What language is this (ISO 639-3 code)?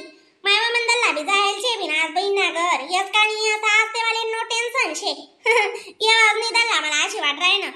khn